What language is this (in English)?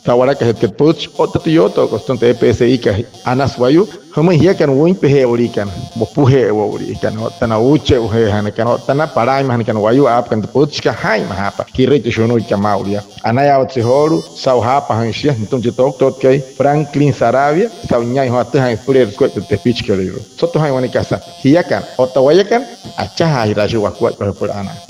Wayuu